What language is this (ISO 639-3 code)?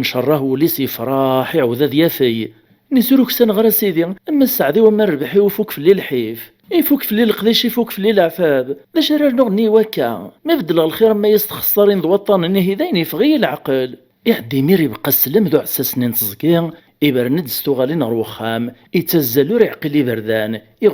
kab